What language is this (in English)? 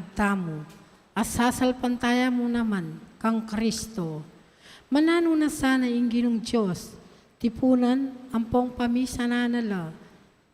Pampanga